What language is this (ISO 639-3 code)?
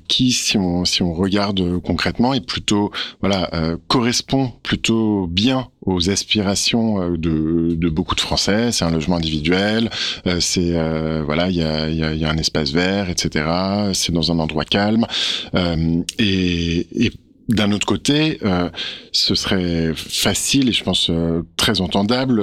fra